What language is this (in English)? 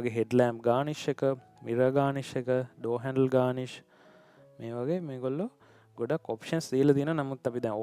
Sinhala